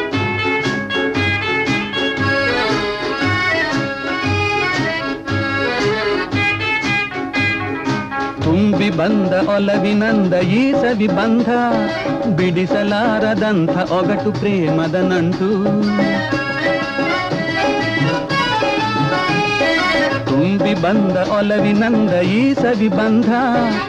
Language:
Kannada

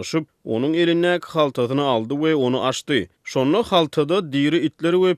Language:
Turkmen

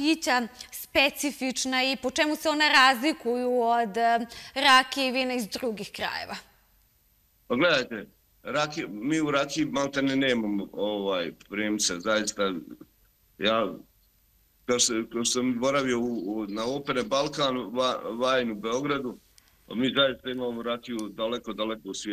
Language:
Serbian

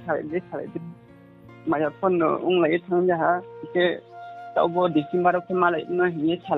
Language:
Riang (India)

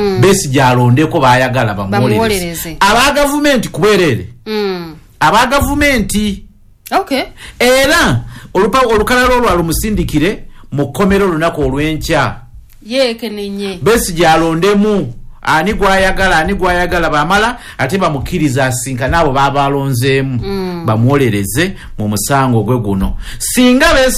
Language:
Ganda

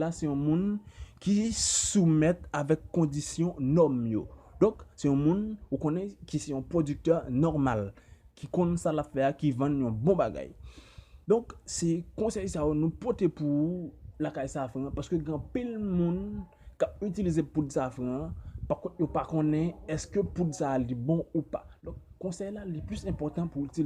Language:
Haitian Creole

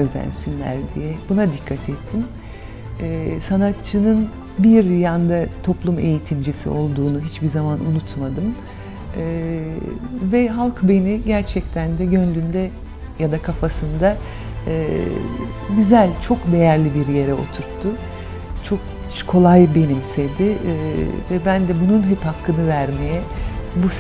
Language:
Turkish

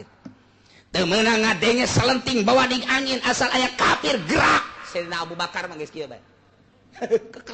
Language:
Sundanese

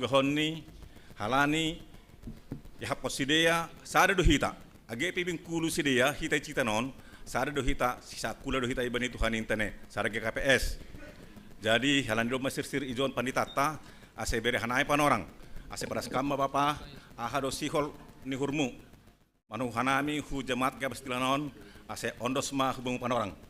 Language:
Batak Simalungun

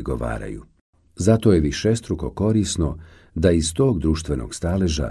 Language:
Bosnian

